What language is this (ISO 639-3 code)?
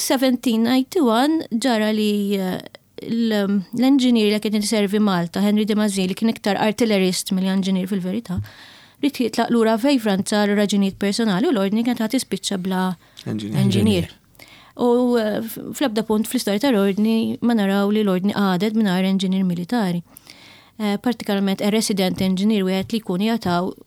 mlt